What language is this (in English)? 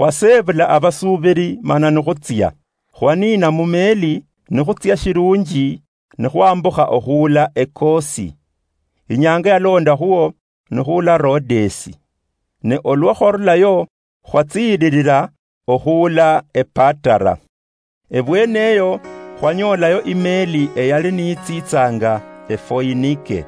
Luyia